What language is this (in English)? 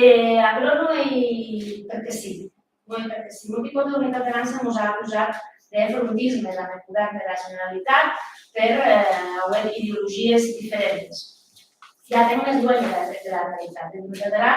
Occitan